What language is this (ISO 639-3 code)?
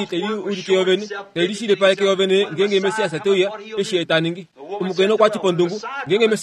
kua